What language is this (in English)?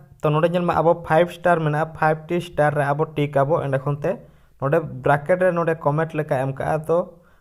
Santali